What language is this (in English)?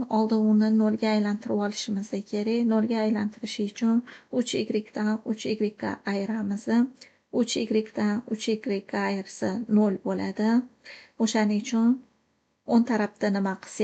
Uzbek